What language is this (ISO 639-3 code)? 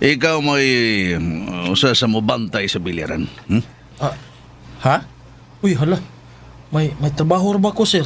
ceb